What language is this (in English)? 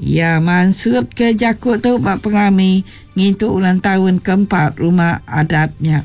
Iban